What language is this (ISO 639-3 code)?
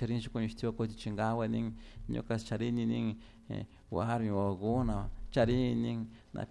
qug